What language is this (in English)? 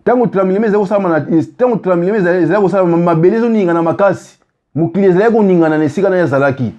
Lingala